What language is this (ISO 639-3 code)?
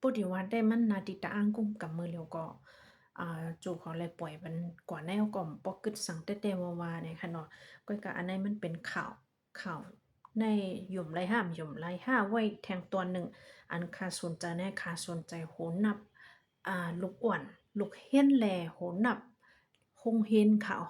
shn